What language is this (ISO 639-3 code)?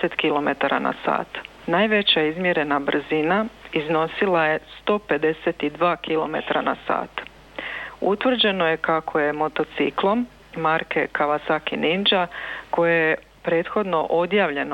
hrv